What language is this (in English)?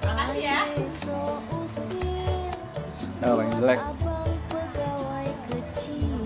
Betawi